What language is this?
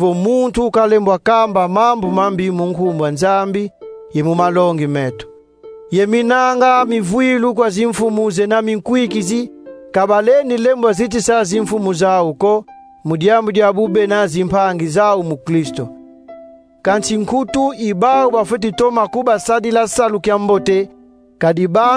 Kongo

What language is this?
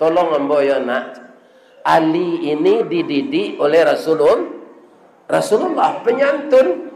Minangkabau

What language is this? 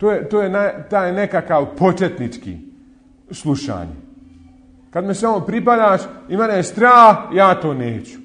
Bosnian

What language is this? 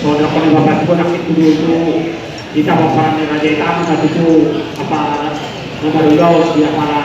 Batak Toba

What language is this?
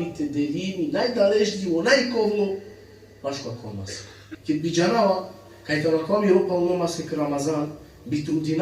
Balkan Romani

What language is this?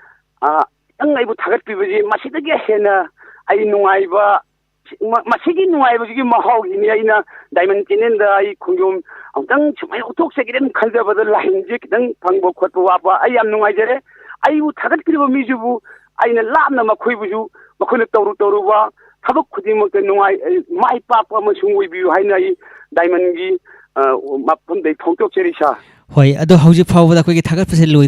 Manipuri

